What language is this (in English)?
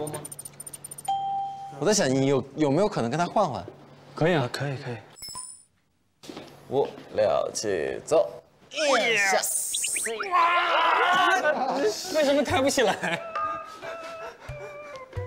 Chinese